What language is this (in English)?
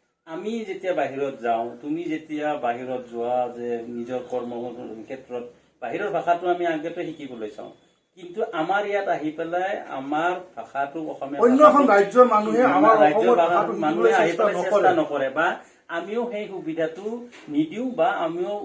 Assamese